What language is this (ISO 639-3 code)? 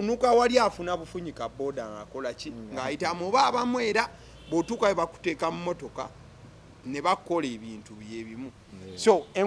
lug